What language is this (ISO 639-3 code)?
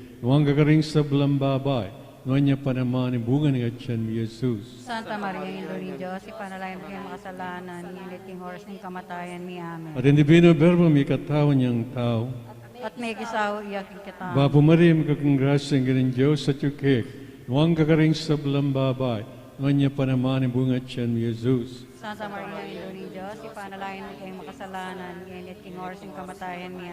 pam